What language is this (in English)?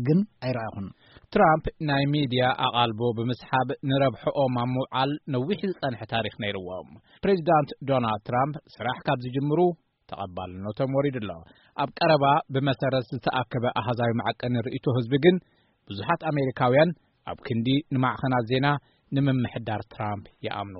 Tigrinya